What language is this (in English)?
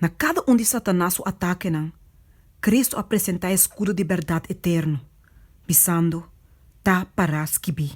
Papiamento